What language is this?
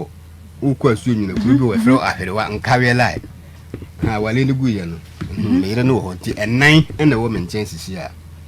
Akan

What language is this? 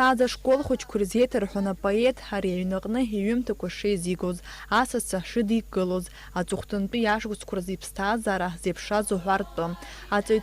Abkhazian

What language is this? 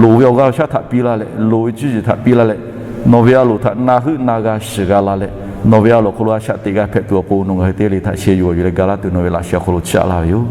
Lahu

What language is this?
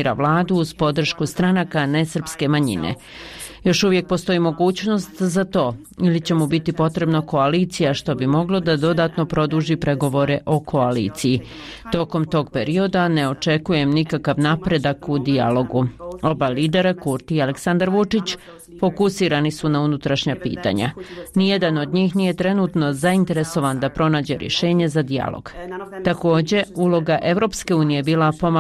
Bosnian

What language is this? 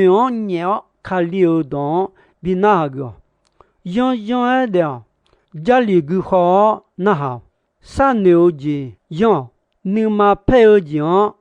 Akha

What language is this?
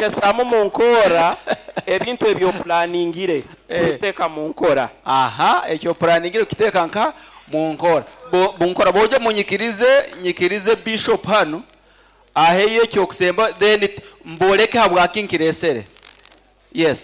Nyoro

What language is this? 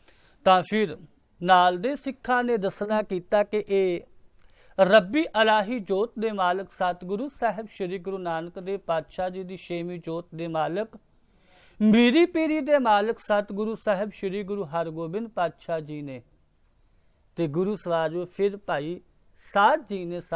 Punjabi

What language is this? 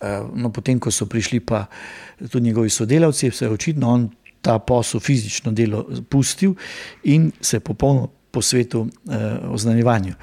Slovenian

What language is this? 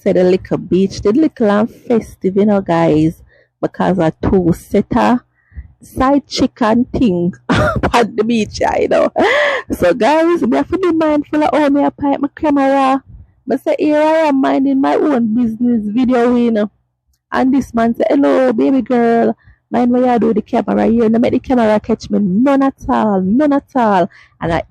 Jamaican Creole English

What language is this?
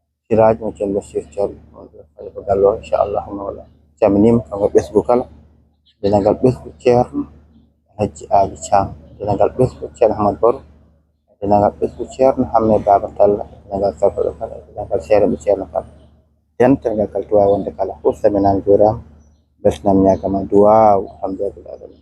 Fula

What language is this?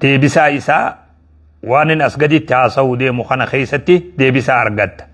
Oromo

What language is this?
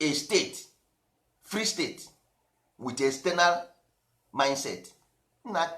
Igbo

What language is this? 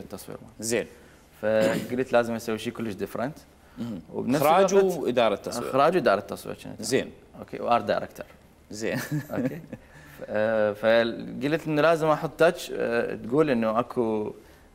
Mesopotamian Arabic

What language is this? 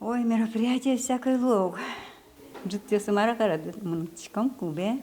Udmurt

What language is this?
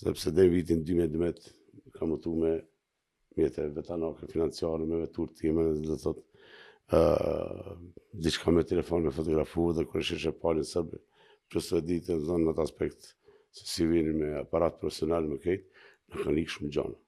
Albanian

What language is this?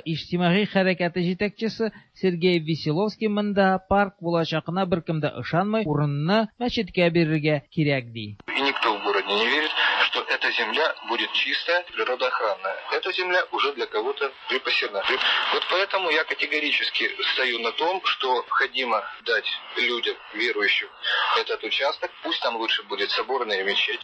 Tatar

